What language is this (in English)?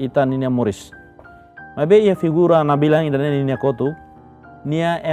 Tetum